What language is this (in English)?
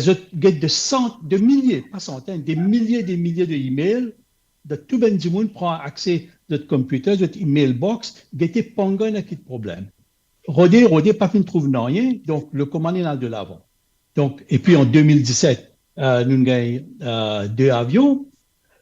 Morisyen